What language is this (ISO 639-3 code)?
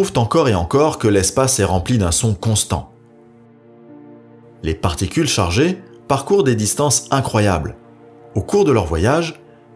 fra